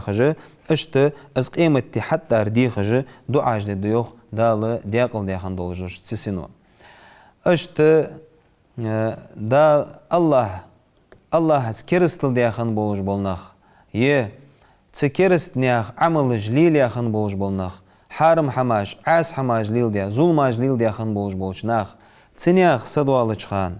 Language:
Ingush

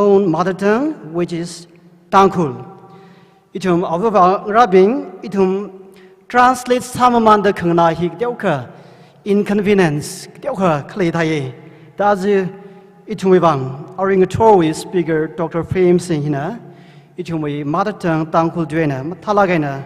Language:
Tangkhul Naga (India)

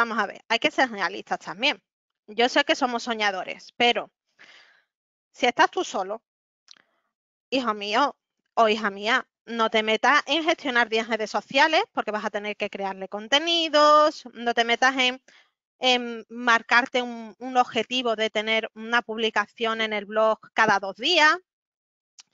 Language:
Spanish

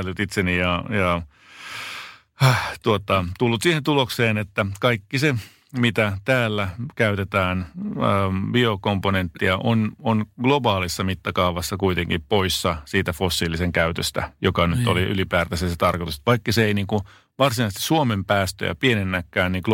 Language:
Finnish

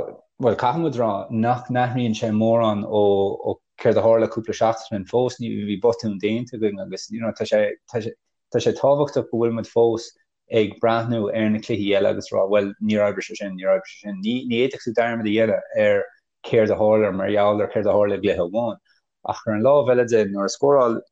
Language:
Irish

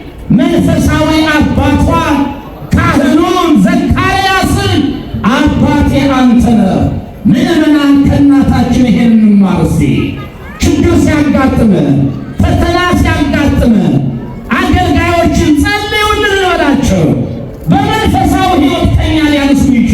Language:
Amharic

